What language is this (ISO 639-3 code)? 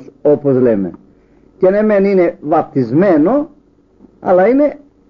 ell